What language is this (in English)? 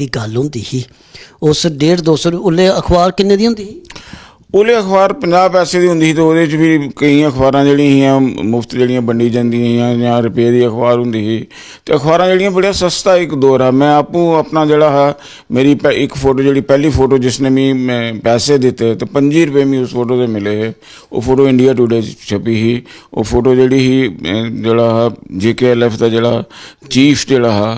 Dogri